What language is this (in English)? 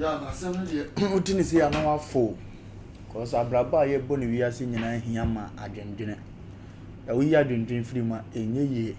Akan